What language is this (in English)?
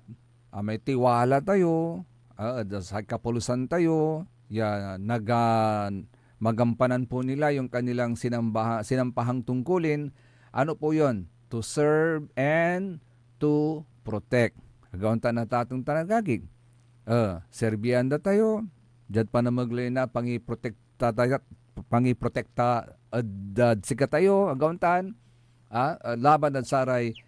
Pangasinan